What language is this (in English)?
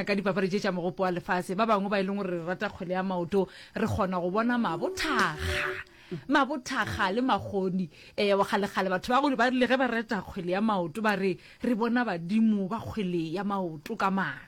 Northern Sotho